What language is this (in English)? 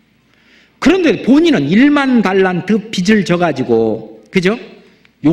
Korean